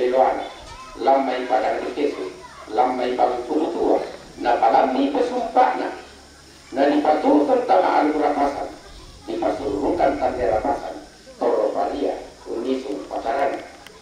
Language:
Toraja-Sa'dan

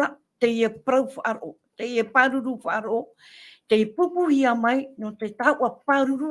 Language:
Tahitian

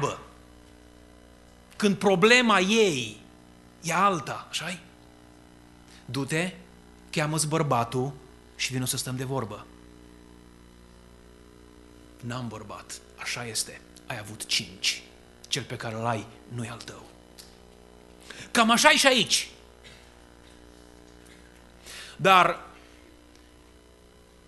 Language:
Romanian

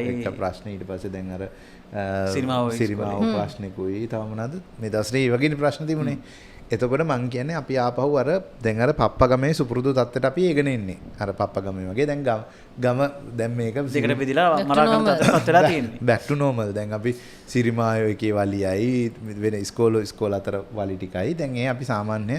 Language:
Sinhala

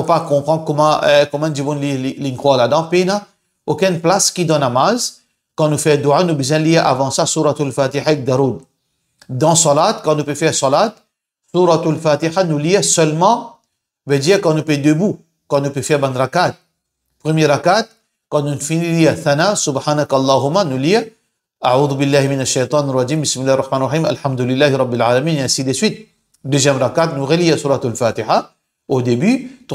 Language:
Morisyen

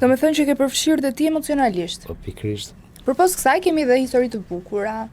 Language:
Albanian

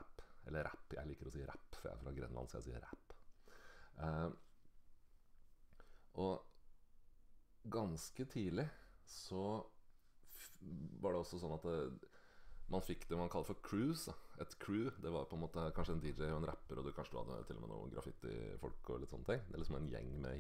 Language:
Norwegian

